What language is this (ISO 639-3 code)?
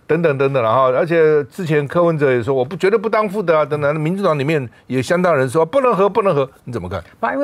zho